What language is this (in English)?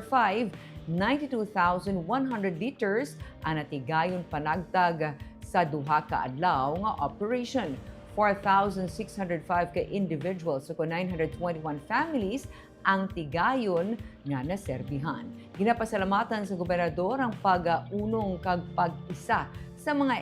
Hiligaynon